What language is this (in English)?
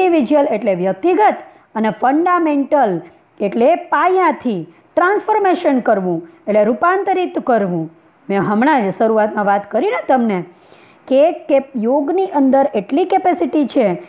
Gujarati